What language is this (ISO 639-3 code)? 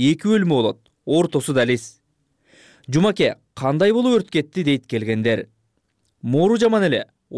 kir